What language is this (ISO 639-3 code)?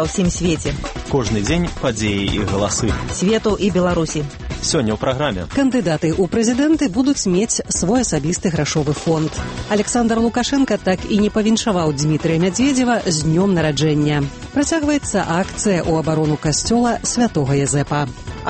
bel